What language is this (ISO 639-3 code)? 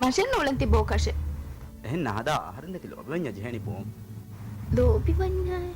div